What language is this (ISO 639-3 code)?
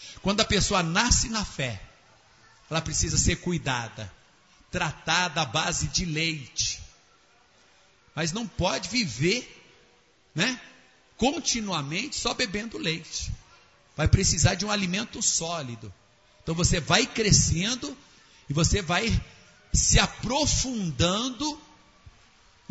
por